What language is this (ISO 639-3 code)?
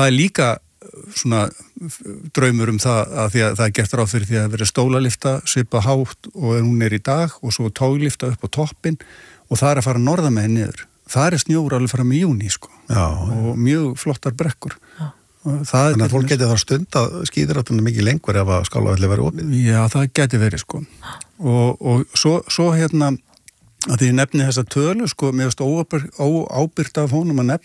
isl